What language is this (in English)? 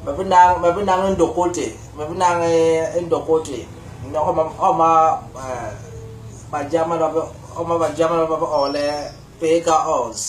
Basaa